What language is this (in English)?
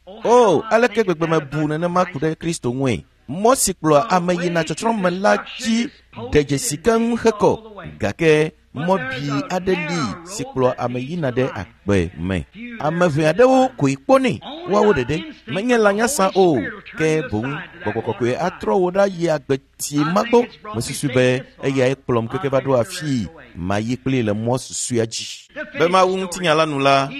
Ewe